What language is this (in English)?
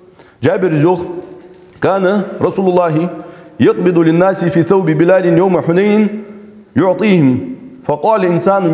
Ingush